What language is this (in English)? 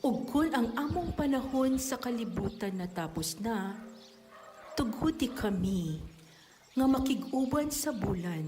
Cebuano